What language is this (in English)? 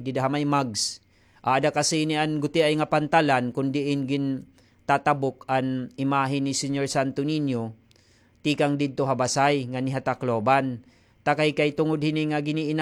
Waray